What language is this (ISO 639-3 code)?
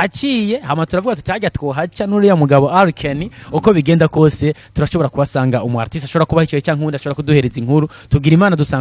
run